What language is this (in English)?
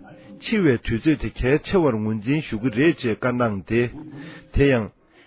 Tibetan